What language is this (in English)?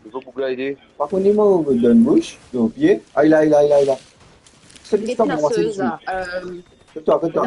Morisyen